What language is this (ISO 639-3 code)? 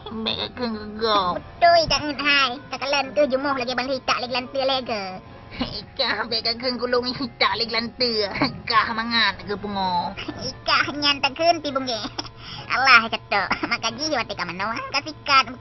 ace